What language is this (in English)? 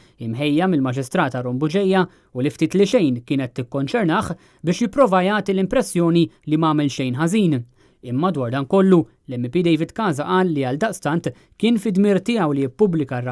Maltese